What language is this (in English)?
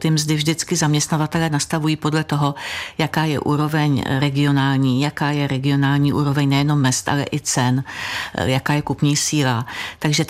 Czech